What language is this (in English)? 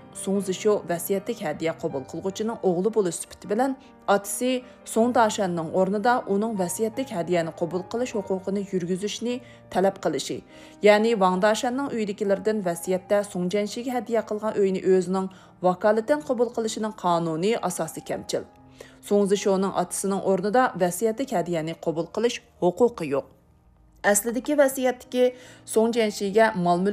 Uyghur